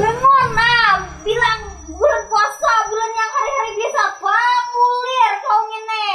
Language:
Banjar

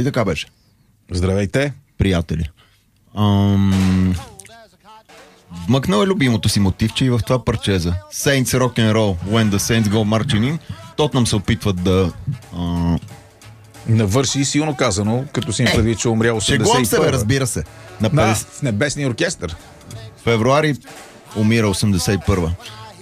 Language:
Bulgarian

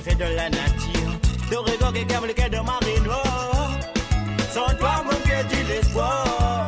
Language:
Morisyen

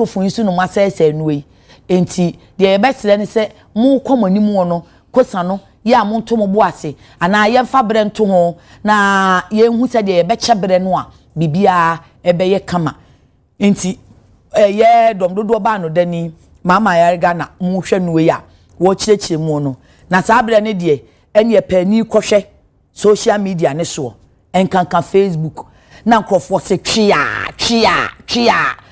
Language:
Akan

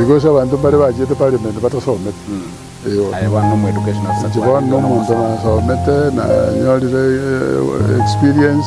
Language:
Gusii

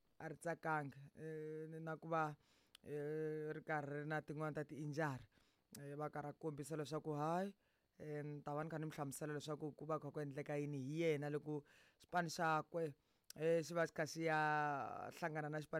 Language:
Tsonga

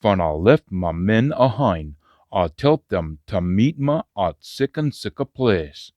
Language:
Scots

